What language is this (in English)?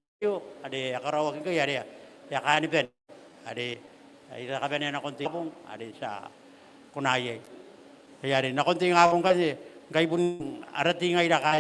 Gilbertese